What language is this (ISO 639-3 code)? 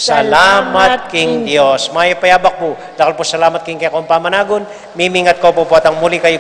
pam